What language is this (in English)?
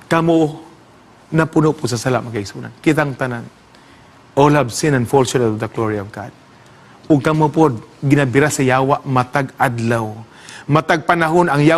Cebuano